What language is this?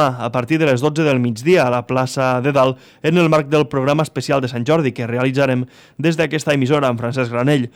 Catalan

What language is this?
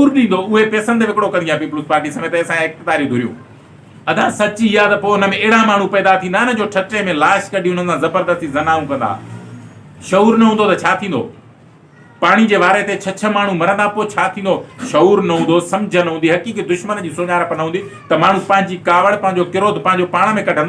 Sindhi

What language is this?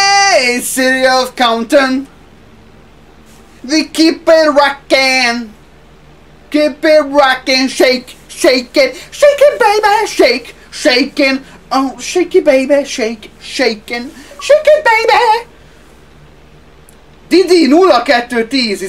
Hungarian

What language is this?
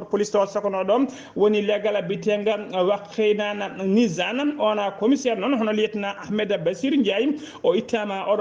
Fula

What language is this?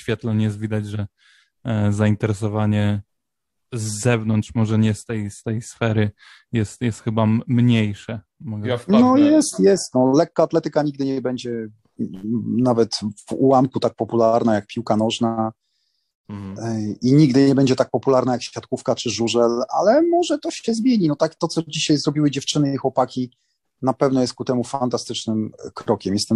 Polish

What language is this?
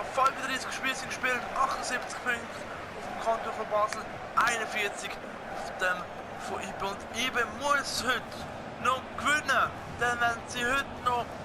Swiss German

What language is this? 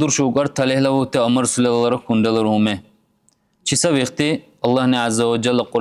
Dargwa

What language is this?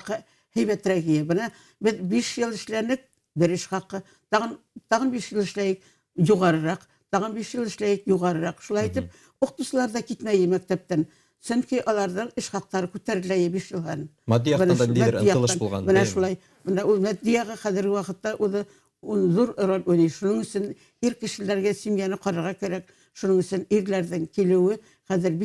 Bashkir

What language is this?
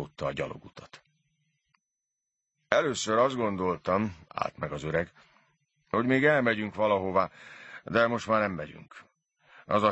Hungarian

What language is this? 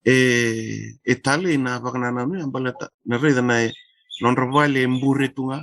Fijian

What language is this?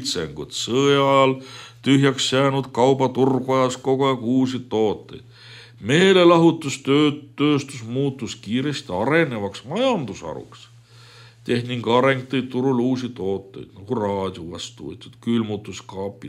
Estonian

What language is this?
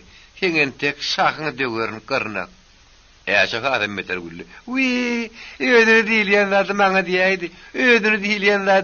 Turkmen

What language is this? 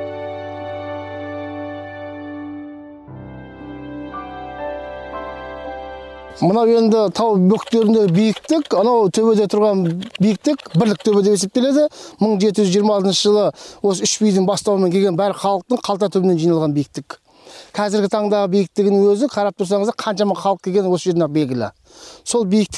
Kazakh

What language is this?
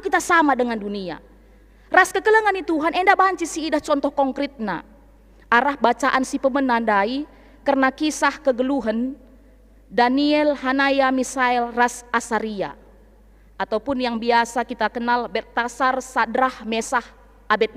Batak Karo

